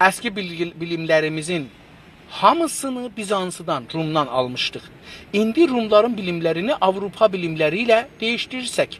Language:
South Azerbaijani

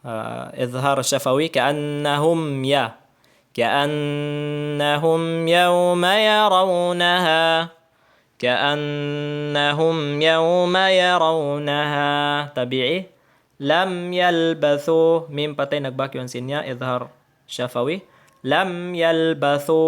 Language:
Tausug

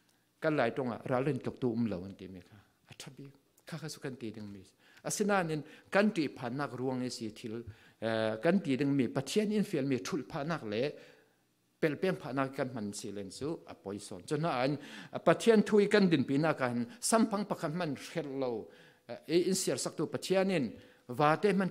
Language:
Falam Chin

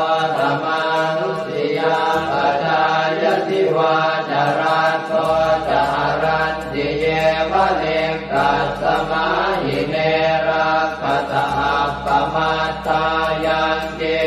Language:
Pali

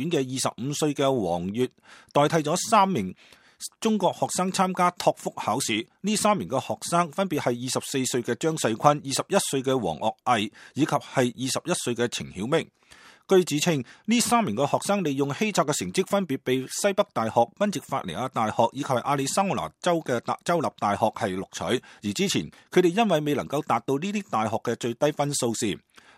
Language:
Cantonese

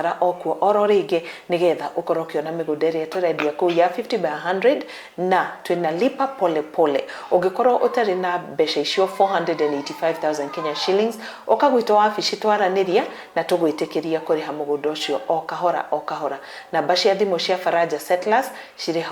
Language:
Kikuyu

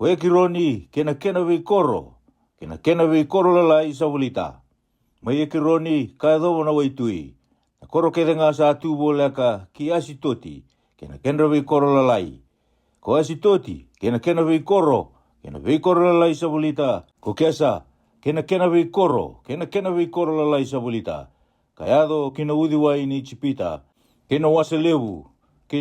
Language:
Fijian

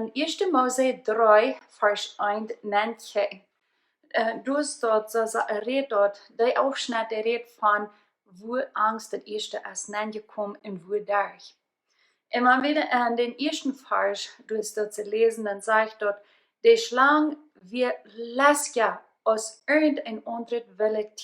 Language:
Plautdietsch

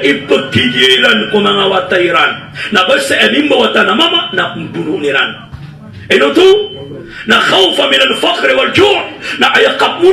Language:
Maranao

